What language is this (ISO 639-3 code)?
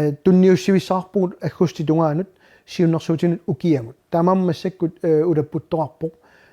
kal